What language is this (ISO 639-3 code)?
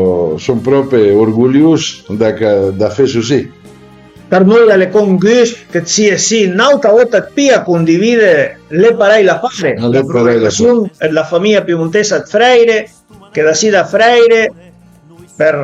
pms